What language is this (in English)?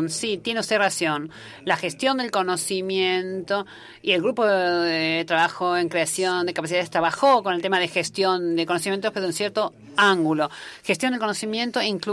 Spanish